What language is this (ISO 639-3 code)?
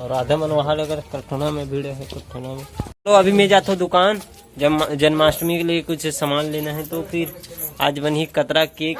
hne